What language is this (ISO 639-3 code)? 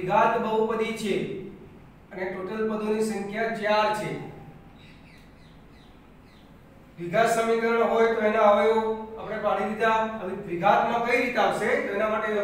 guj